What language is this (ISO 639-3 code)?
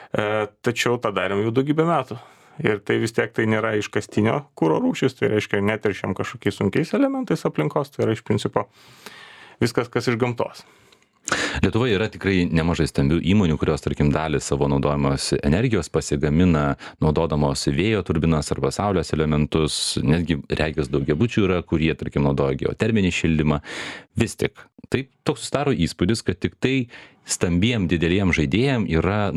lit